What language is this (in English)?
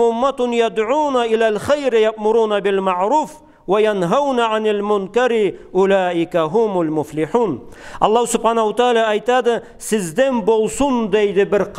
Karachay-Balkar